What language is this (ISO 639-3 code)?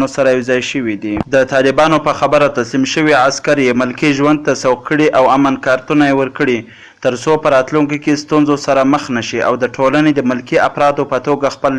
pus